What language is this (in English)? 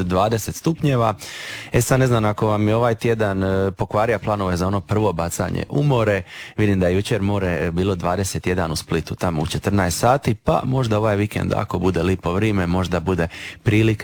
Croatian